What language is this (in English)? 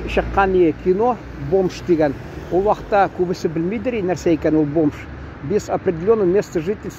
Tatar